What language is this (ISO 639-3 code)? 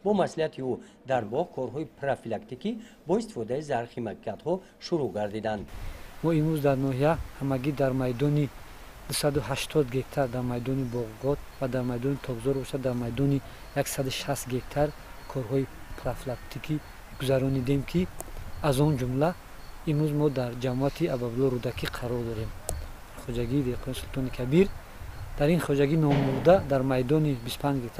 tgk